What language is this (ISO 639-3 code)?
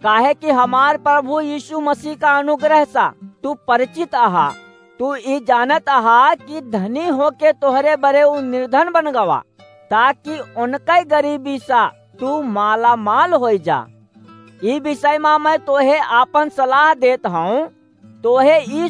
awa